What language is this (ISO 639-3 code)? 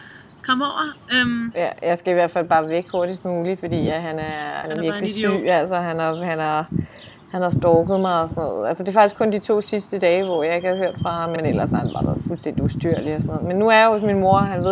dan